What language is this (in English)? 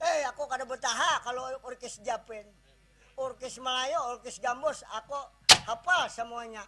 Banjar